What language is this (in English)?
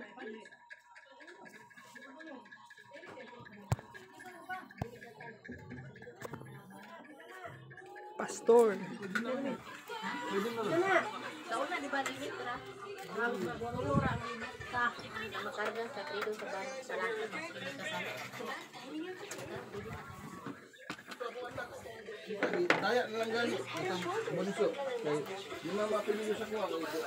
Cebuano